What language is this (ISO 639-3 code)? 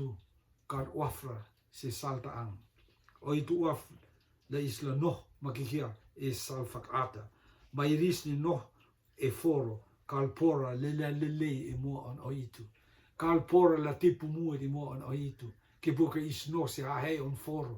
rtm